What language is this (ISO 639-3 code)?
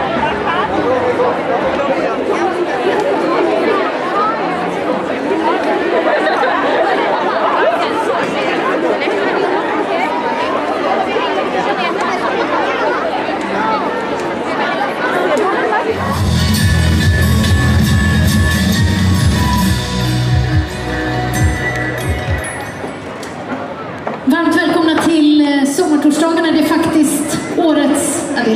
swe